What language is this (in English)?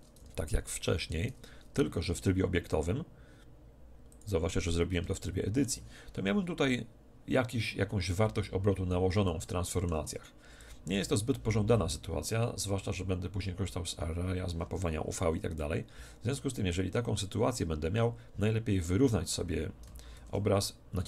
Polish